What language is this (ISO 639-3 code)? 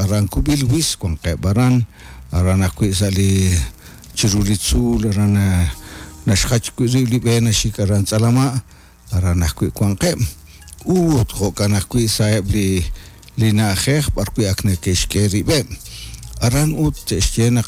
kek